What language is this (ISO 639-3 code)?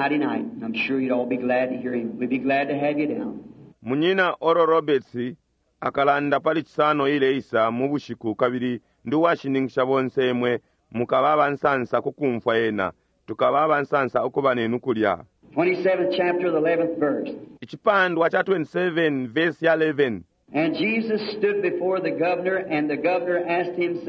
bem